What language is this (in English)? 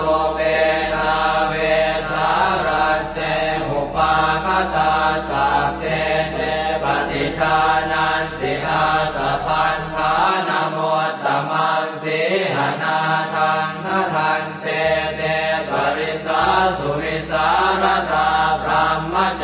Pali